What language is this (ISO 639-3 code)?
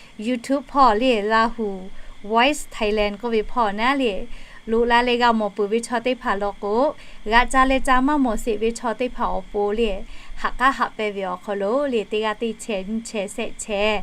lhu